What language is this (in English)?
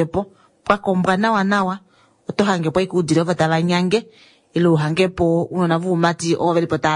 Kuanyama